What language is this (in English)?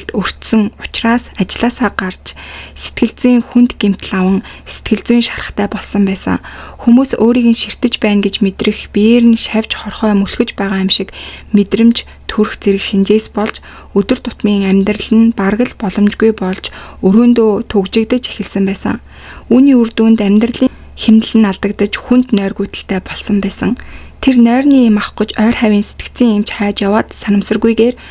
Mongolian